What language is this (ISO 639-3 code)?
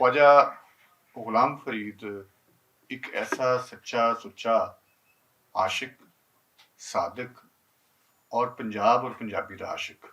lah